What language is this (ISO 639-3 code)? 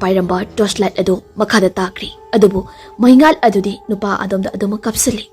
mni